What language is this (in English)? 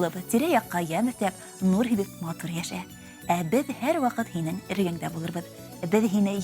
Bashkir